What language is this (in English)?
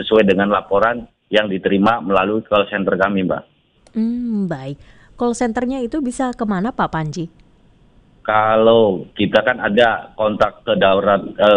Indonesian